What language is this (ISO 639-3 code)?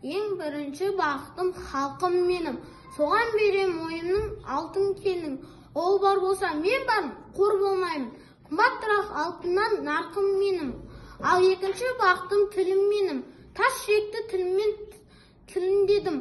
kaz